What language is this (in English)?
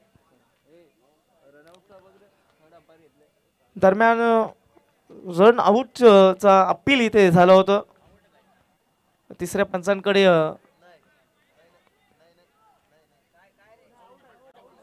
Marathi